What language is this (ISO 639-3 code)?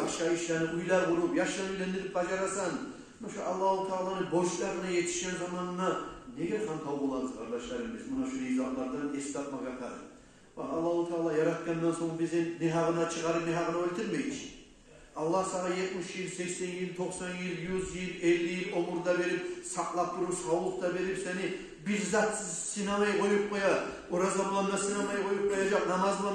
kum